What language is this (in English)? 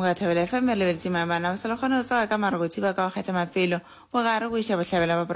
Northern Sotho